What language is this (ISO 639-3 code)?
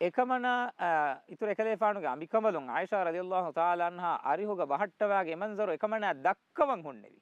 div